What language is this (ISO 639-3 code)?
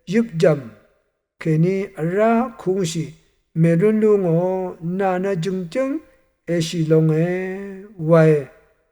raw